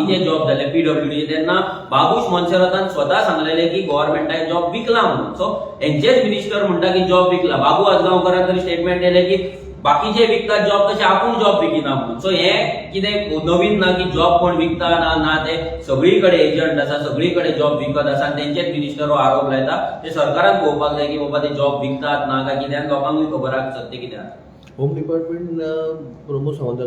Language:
Konkani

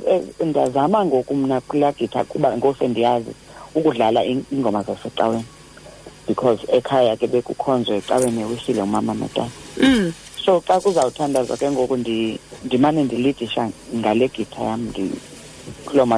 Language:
Xhosa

